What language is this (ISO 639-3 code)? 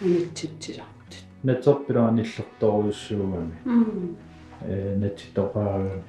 kal